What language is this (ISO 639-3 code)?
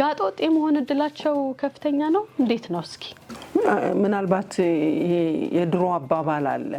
amh